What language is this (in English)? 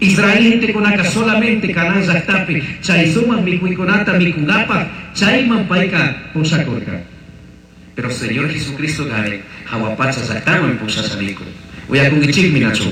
Chimborazo Highland Quichua